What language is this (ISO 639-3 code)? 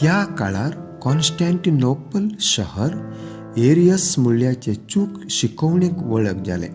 kok